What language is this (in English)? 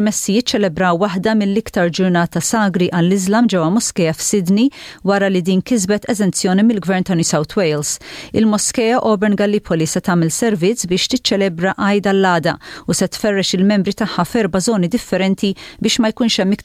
Maltese